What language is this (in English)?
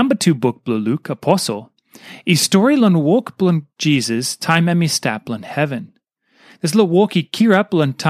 Tok Pisin